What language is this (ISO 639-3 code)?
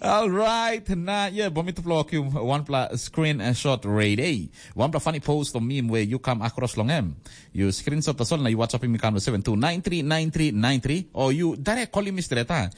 tpi